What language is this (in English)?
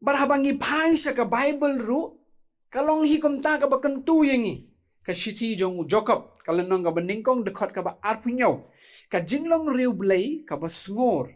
Khasi